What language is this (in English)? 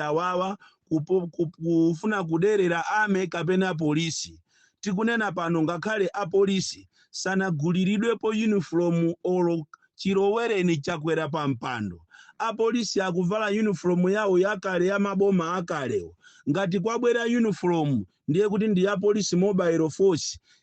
Nyanja